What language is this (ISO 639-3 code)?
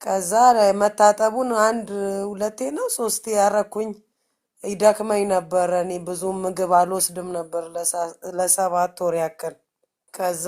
amh